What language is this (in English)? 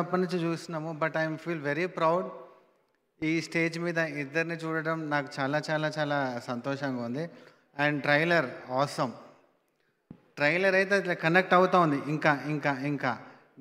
Telugu